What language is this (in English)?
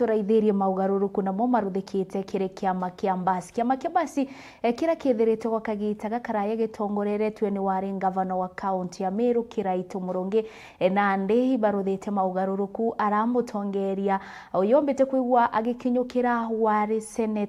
Meru